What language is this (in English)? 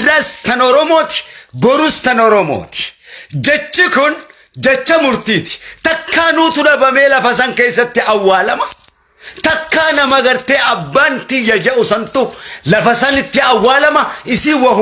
Oromo